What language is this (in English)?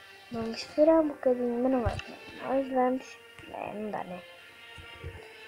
Portuguese